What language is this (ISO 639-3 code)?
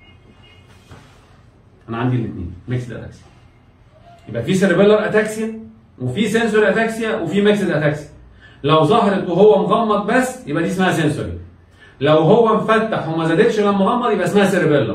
arz